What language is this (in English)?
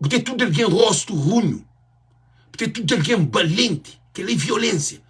Kabuverdianu